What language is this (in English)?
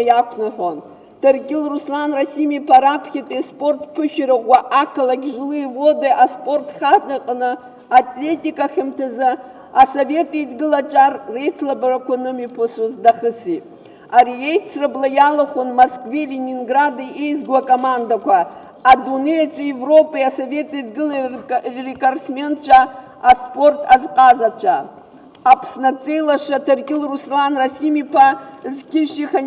Abkhazian